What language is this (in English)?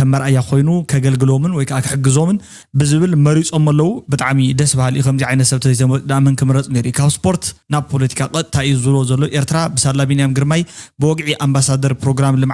Tigrinya